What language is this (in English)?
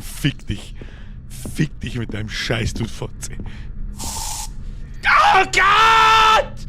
Bavarian